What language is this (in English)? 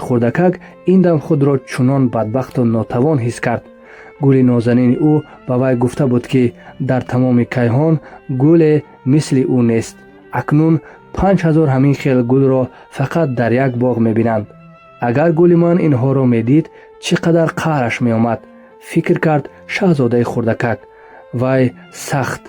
Tajik